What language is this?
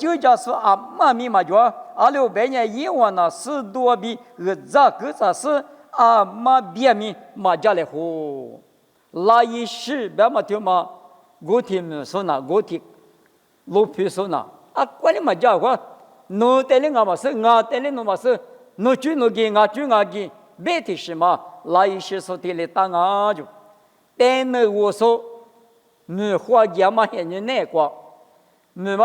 Lisu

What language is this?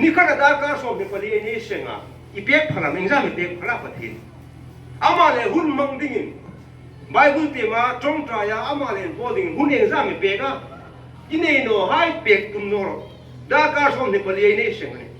Hmar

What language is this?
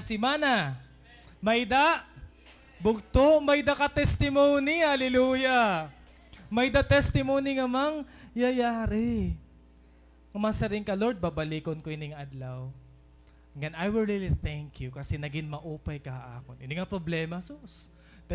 Waray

